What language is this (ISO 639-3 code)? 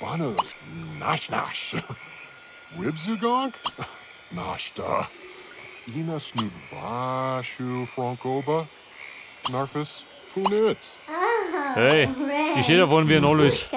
bar